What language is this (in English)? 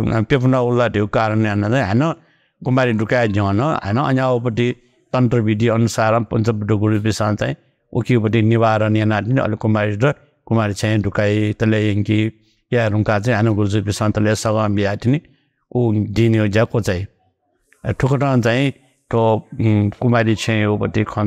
Newari